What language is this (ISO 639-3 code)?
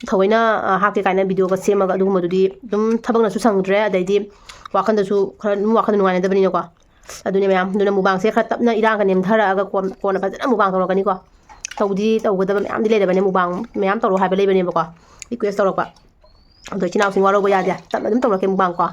mni